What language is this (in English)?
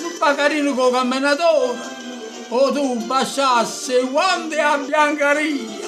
Neapolitan